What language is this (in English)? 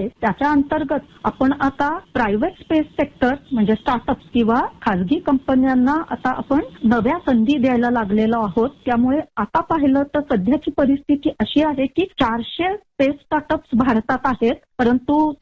Marathi